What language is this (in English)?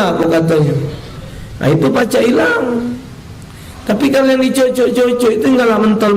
Musi